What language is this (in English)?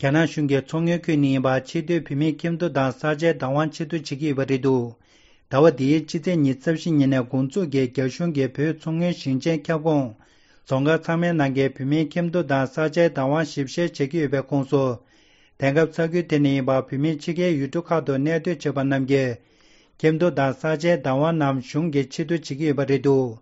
Tibetan